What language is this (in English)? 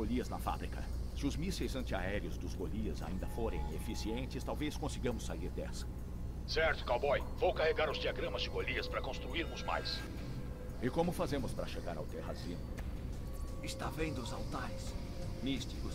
Portuguese